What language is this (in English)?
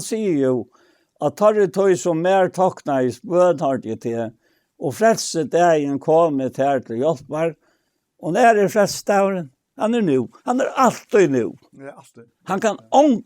Faroese